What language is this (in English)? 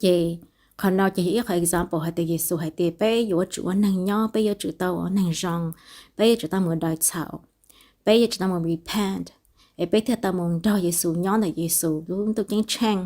Hmong